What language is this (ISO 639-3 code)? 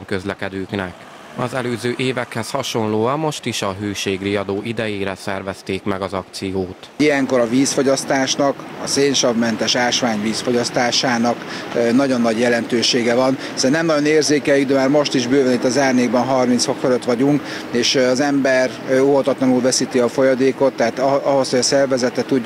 hun